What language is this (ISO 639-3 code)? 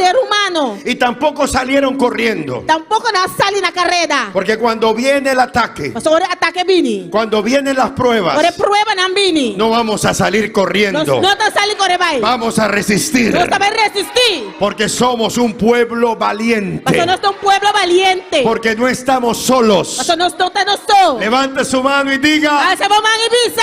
pap